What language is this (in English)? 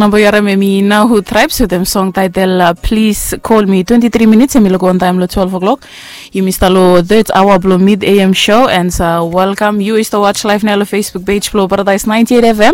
Bislama